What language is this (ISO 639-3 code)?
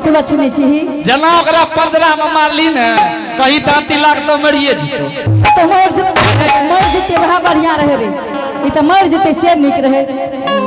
anp